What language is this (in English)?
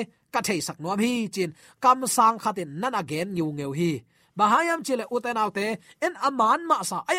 Tedim Chin